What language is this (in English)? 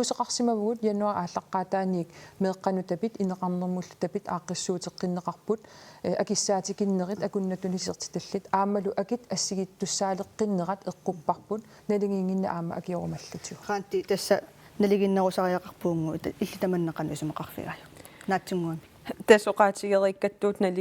Kalaallisut